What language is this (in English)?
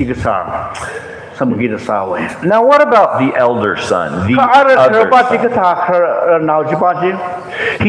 Tangkhul Naga (India)